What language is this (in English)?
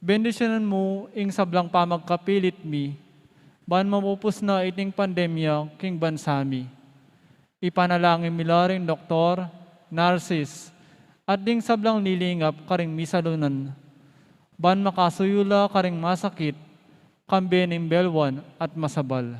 Pampanga